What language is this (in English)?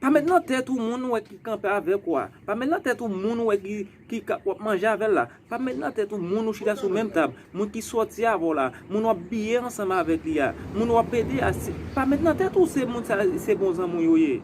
Haitian Creole